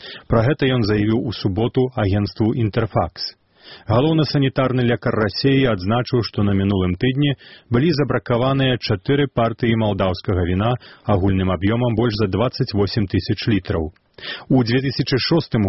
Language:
Belarusian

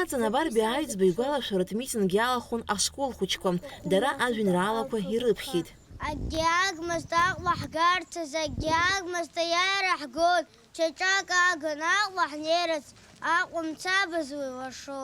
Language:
Abkhazian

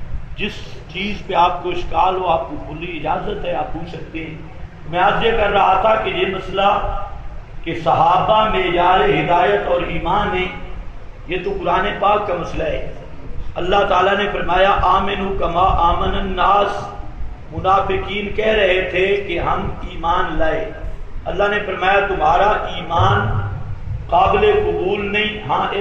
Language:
Urdu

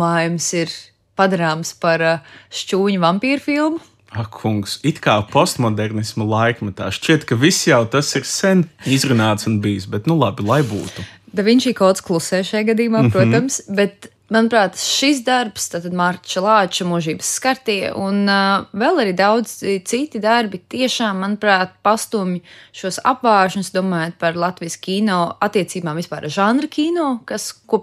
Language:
Latvian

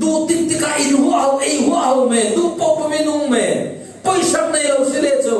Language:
Falam Chin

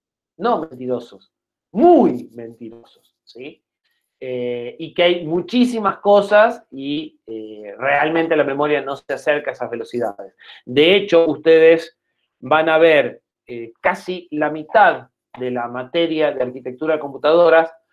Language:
Spanish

